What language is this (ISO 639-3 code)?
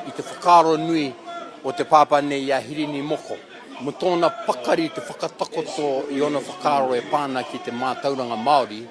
mri